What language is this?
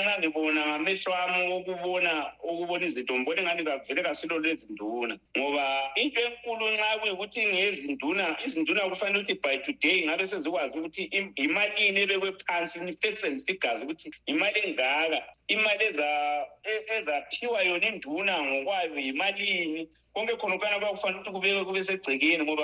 North Ndebele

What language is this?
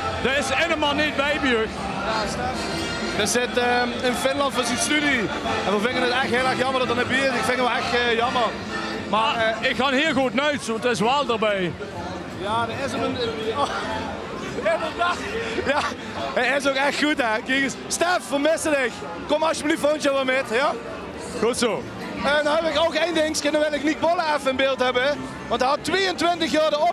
Limburgish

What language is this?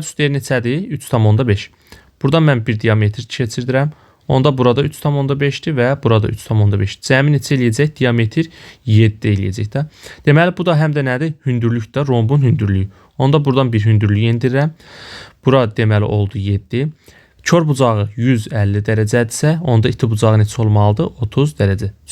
Azerbaijani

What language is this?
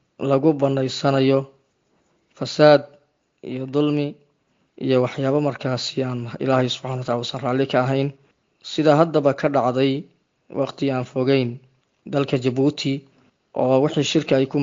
Somali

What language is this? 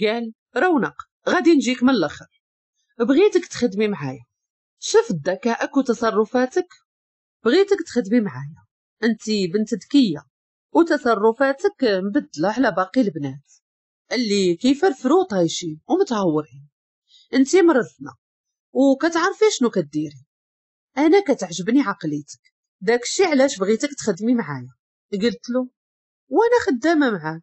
Moroccan Arabic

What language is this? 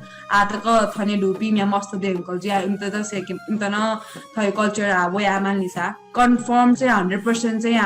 Newari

